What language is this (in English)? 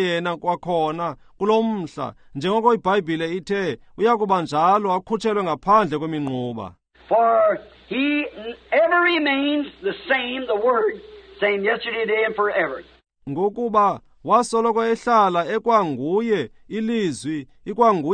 Xhosa